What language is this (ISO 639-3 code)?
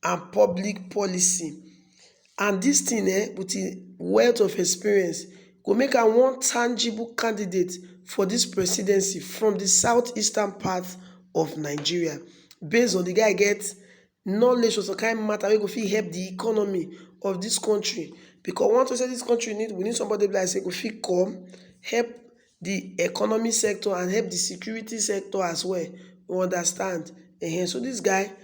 pcm